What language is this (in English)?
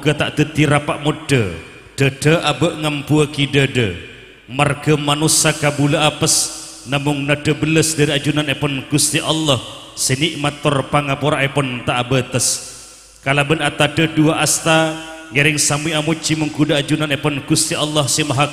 Madurese